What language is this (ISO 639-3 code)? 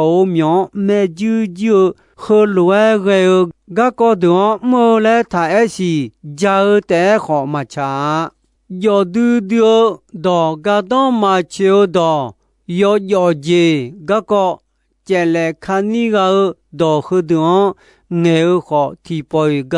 ahk